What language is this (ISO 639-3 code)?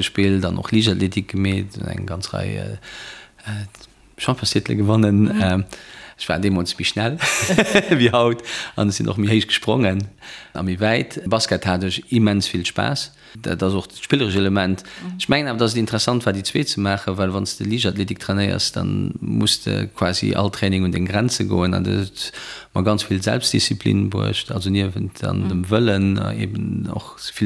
ltz